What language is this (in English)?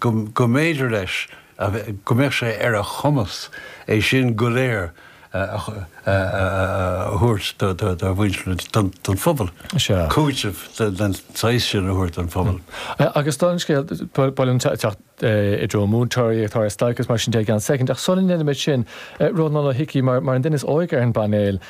Irish